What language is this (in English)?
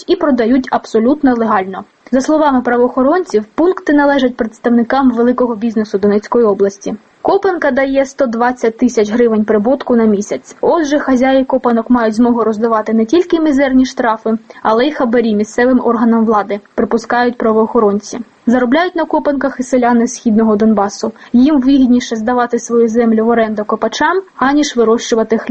Ukrainian